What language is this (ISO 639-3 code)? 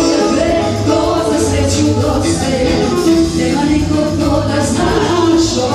srp